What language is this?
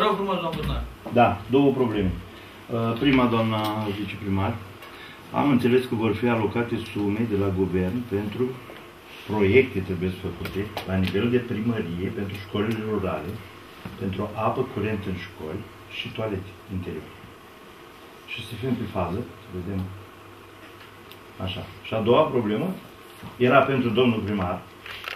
Romanian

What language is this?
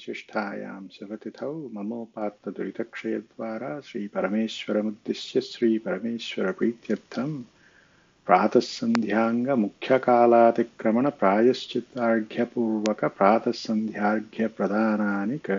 Sanskrit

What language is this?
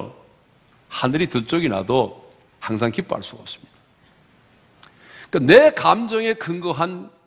Korean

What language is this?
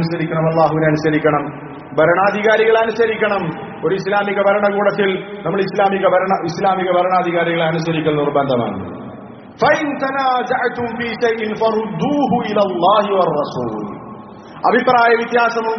Malayalam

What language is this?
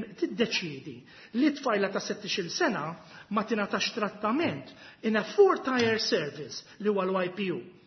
Maltese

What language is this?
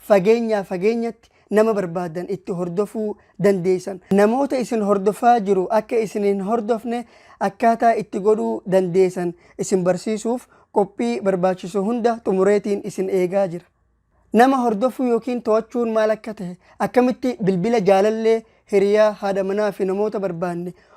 Oromo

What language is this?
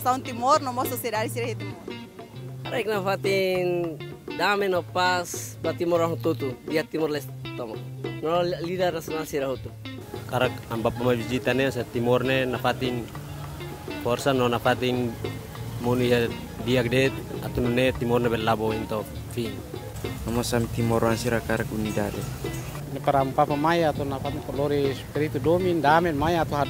Tetum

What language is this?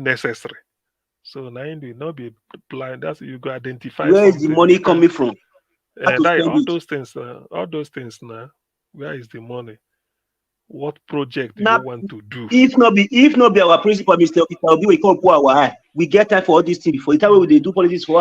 Nigerian Pidgin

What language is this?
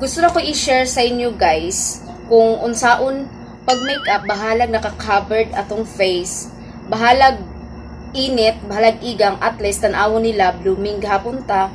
Cebuano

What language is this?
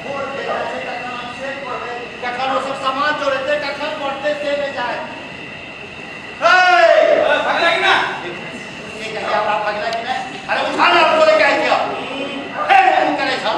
Maithili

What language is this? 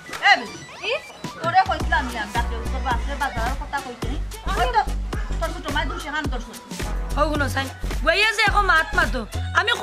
Sylheti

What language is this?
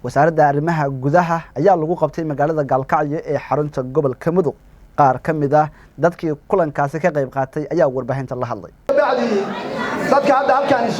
Somali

